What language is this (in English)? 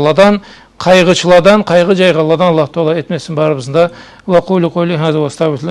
Karachay-Balkar